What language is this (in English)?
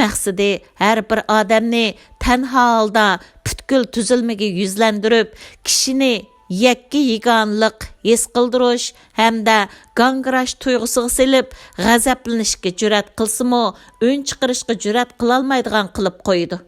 Uyghur